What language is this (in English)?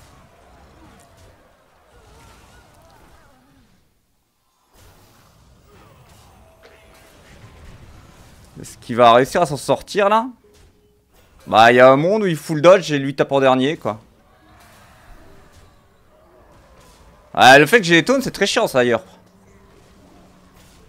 French